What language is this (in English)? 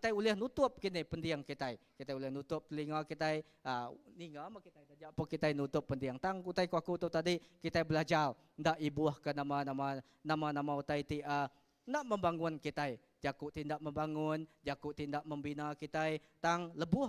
Iban